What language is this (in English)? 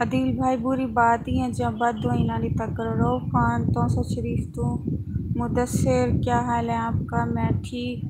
Saraiki